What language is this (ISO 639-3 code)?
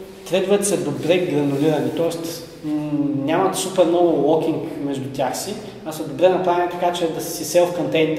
bul